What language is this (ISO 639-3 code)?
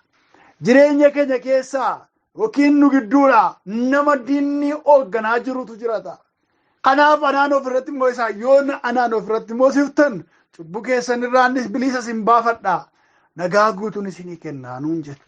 orm